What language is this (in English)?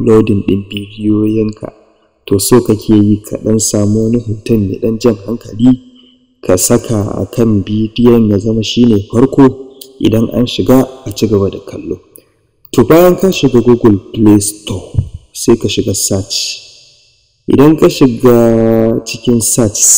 Hausa